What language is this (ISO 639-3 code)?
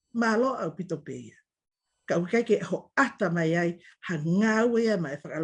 ton